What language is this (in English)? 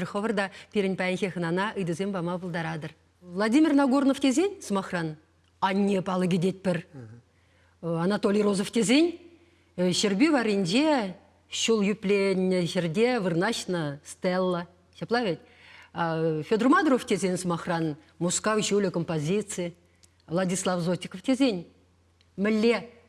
Chuvash